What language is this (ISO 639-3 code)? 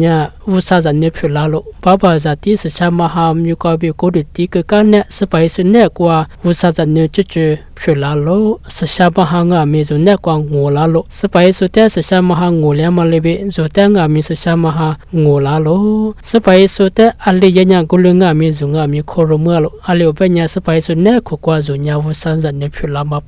lis